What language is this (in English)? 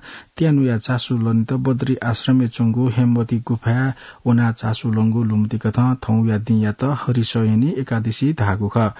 Newari